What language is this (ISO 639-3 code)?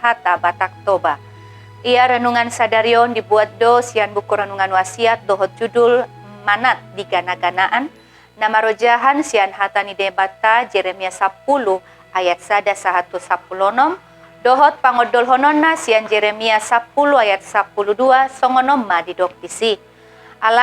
bbc